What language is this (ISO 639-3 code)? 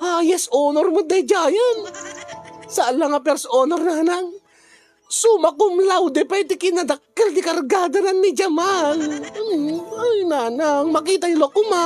ilo